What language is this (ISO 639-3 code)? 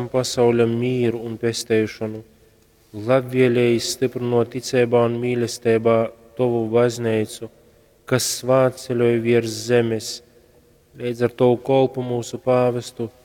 ltg